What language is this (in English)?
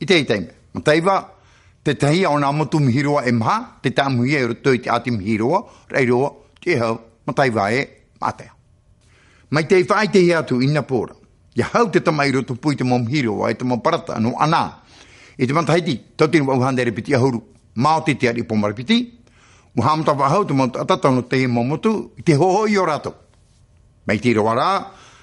Tahitian